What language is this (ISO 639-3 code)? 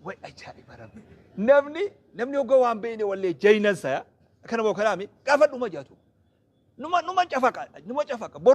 orm